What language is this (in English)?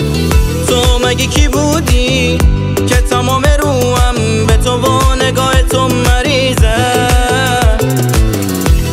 Persian